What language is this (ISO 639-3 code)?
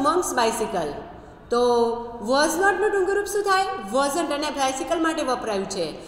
guj